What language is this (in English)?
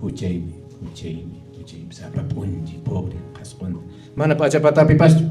Quechua